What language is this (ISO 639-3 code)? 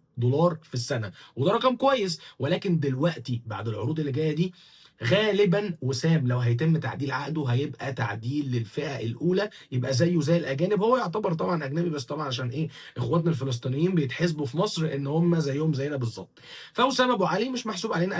arz